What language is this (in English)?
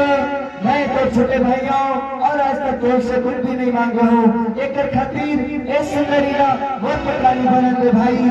Chhattisgarhi